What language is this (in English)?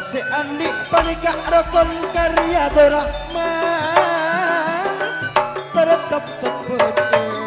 Madurese